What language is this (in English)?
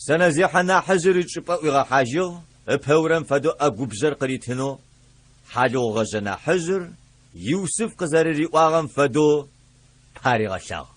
Adyghe